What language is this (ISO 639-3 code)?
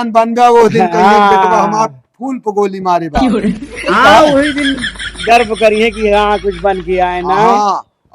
awa